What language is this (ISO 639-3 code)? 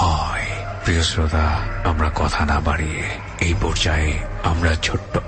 ben